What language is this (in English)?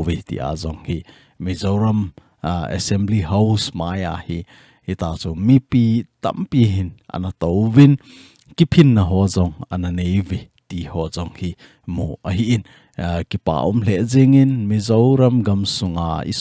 Thado Chin